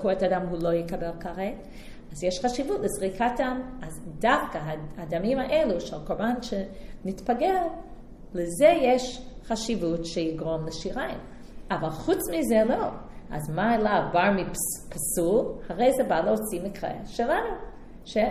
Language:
Hebrew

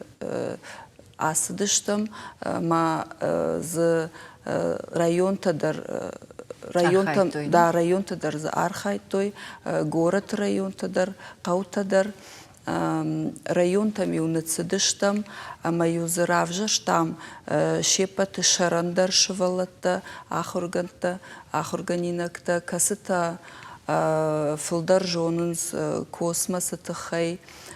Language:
Ossetic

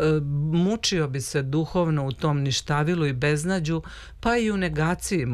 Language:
Serbian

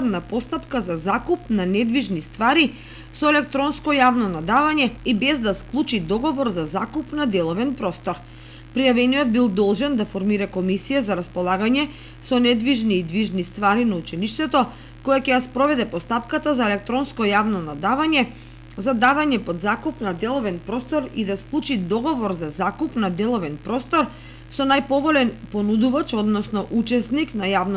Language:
Macedonian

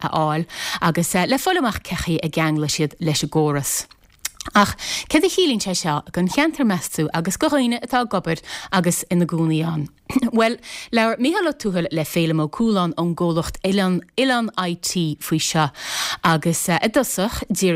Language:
Irish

